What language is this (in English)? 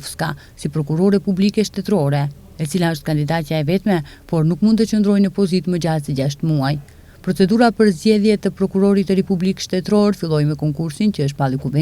Albanian